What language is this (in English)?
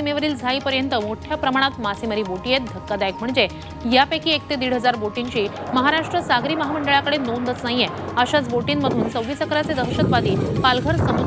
Marathi